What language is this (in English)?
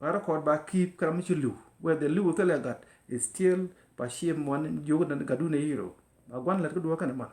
Nuer